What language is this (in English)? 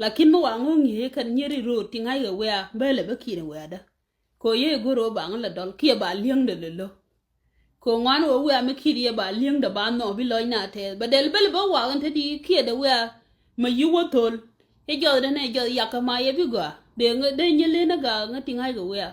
Nuer